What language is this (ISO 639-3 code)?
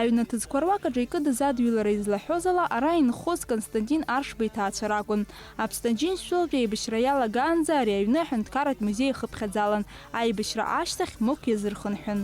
abk